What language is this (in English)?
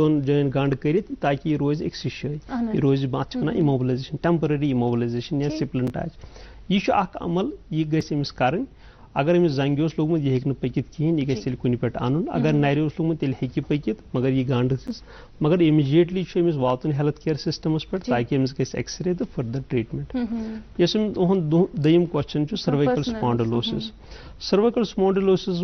Kashmiri